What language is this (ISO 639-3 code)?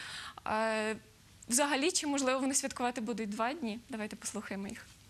ukr